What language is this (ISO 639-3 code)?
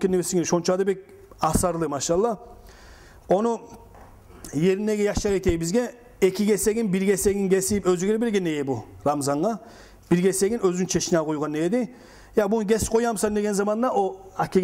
kum